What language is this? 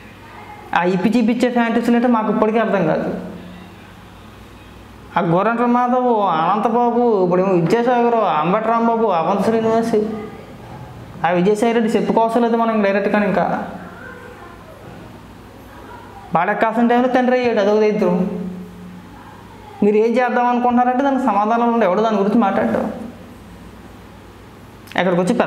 Telugu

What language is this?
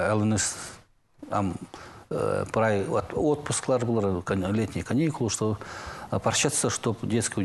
Khakas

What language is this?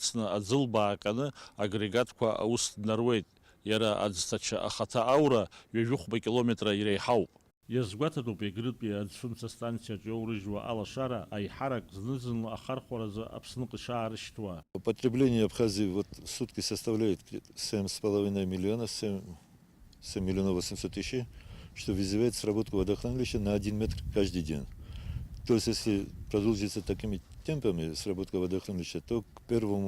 Abkhazian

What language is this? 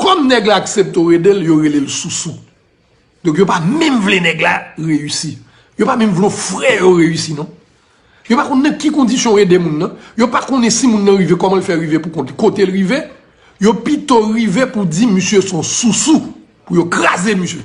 Haitian Creole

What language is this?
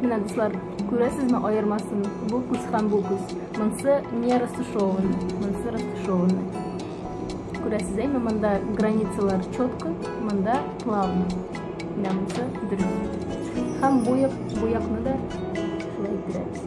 Tatar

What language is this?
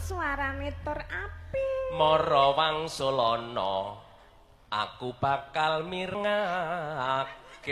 Javanese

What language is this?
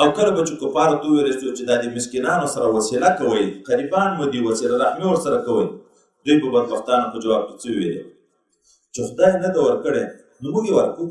Pashto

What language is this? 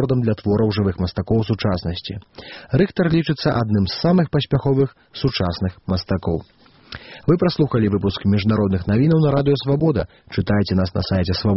Belarusian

